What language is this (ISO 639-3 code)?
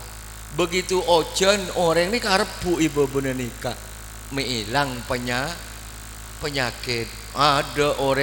mad